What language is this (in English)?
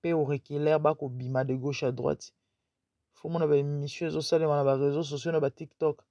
Lingala